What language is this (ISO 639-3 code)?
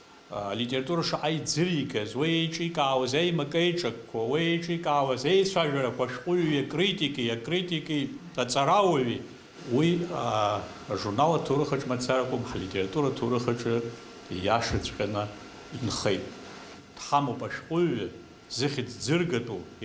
abk